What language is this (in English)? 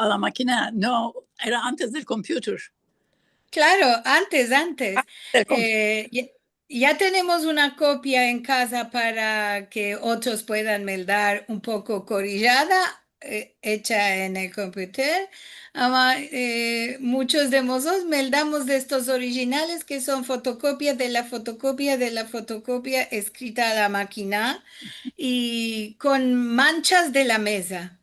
Ladino